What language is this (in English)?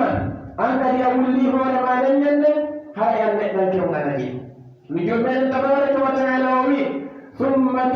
Pular